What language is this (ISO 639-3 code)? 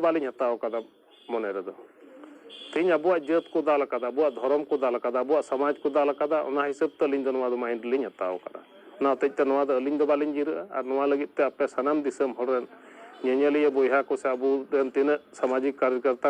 sat